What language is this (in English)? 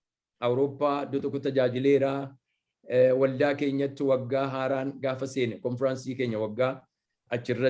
Oromo